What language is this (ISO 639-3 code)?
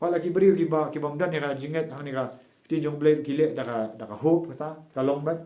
kha